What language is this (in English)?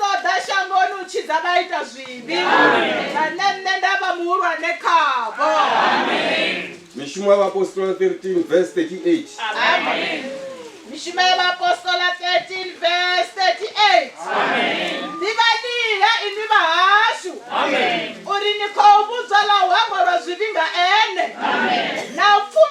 Venda